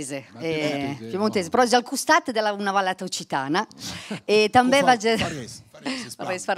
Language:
Occitan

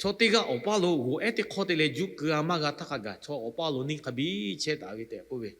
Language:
Lahu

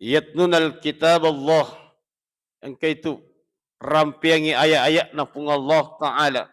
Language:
Buginese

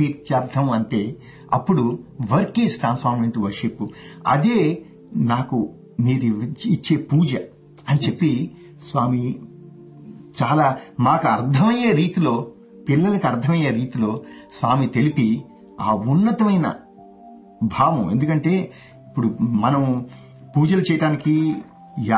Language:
Telugu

